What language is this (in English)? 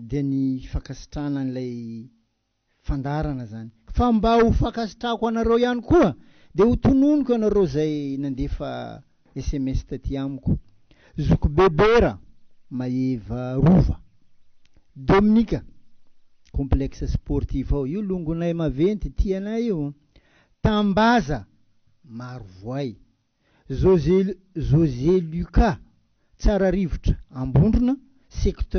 Malagasy